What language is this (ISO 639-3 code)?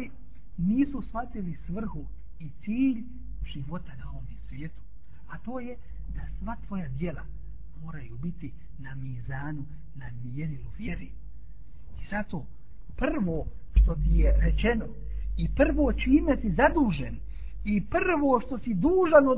bos